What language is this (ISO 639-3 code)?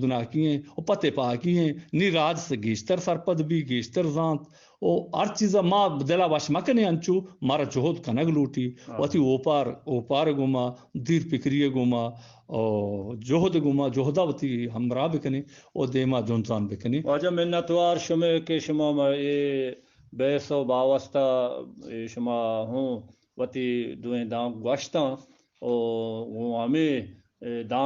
bgp